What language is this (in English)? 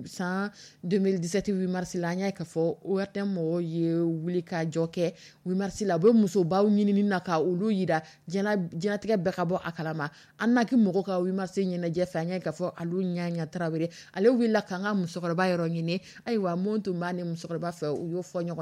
Dyula